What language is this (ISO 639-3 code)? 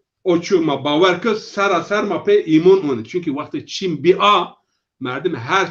zza